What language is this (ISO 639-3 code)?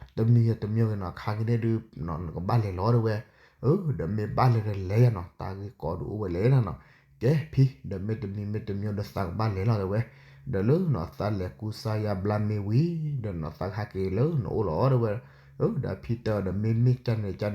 ksw